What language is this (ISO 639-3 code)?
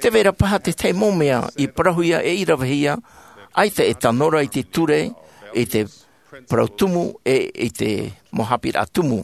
tah